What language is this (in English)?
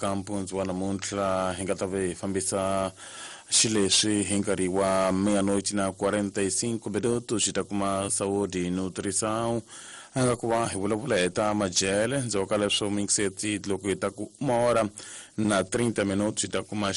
Tsonga